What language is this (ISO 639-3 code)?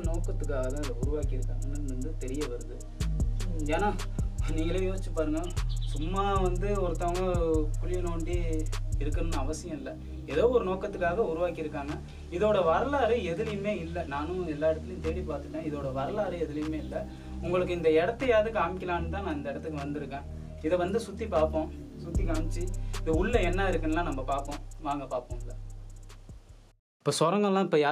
tam